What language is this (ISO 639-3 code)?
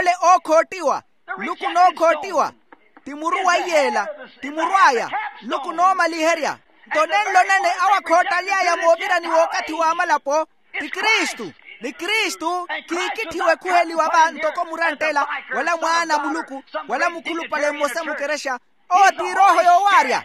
vmw